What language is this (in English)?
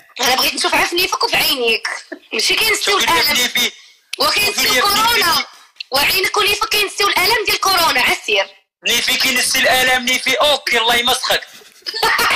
Moroccan Arabic